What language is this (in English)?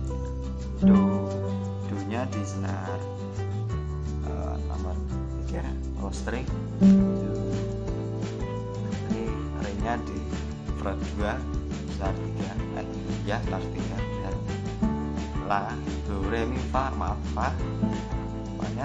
Indonesian